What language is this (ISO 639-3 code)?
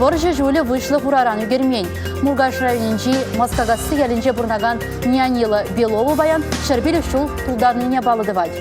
chv